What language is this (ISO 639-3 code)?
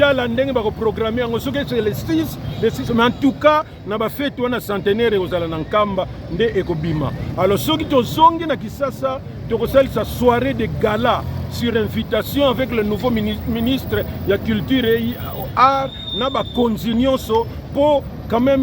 lin